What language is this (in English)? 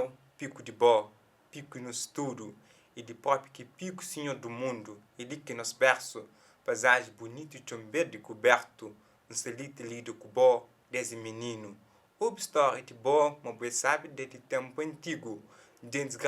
Kabuverdianu